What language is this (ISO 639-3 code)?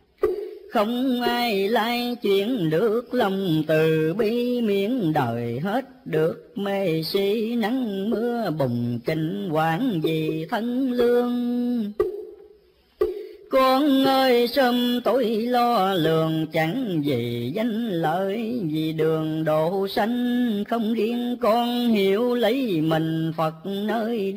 vie